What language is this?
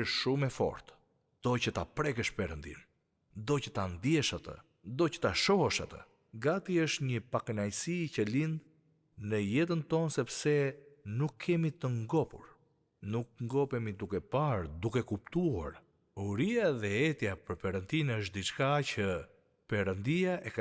Albanian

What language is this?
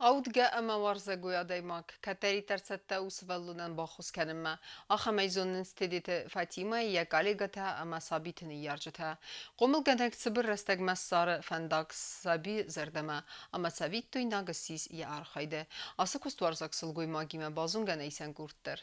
Ossetic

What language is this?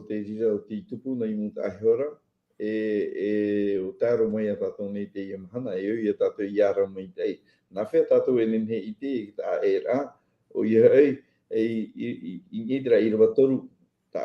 Tahitian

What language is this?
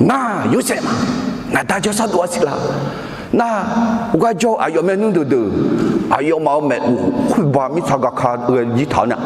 Akha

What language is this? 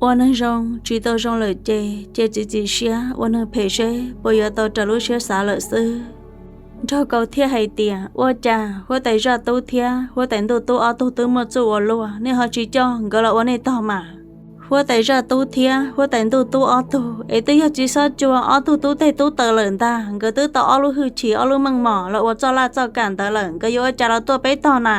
Hmong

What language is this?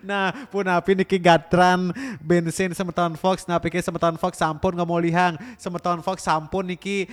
Balinese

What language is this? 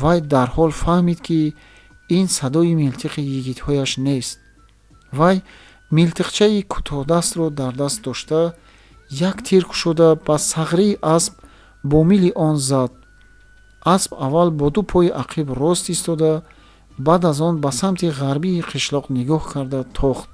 Tajik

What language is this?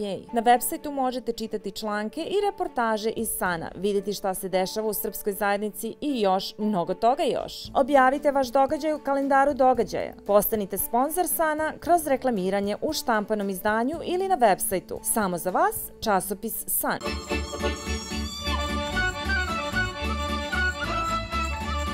Serbian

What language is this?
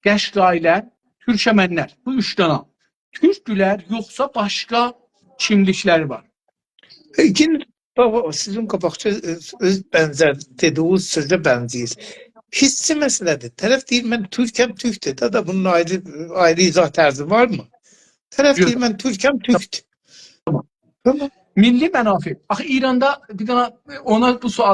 South Azerbaijani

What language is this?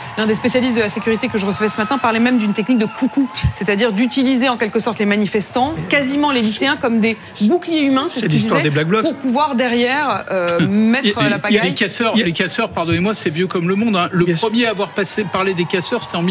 French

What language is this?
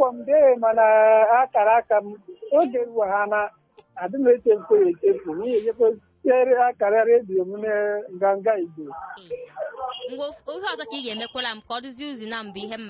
Igbo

